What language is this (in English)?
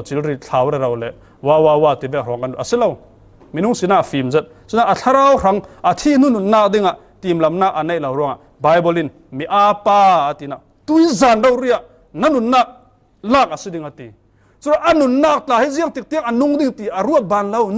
Falam Chin